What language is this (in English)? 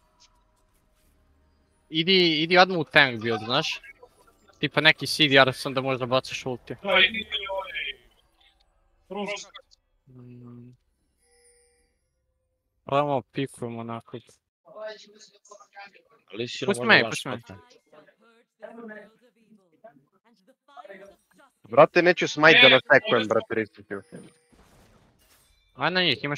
Serbian